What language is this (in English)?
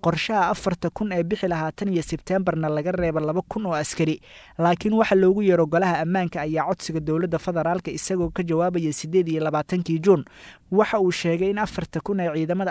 Somali